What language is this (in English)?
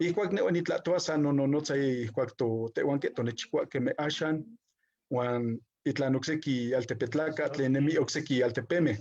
Eastern Huasteca Nahuatl